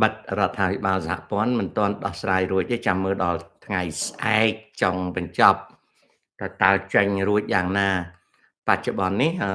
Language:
Khmer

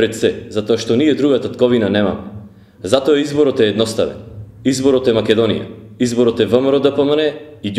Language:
Macedonian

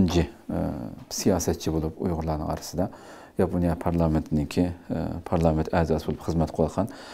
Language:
Uyghur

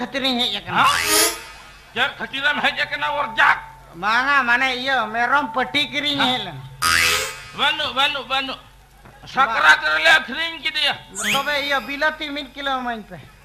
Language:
Santali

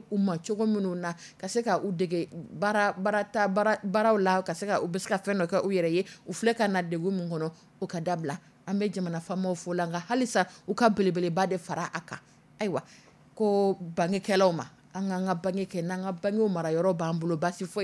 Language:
Dyula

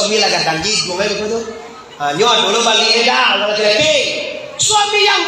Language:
Minangkabau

